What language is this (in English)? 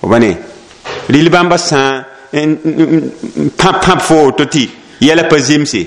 Mossi